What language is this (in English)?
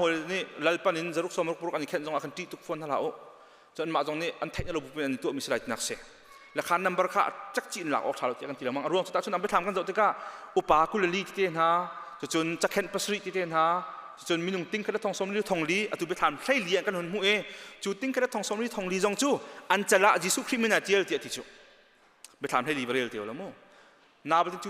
Hakha Chin